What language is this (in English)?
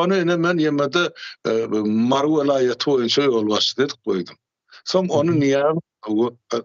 Turkmen